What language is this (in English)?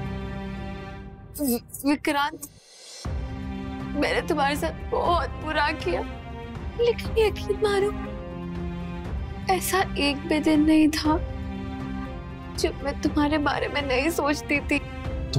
Hindi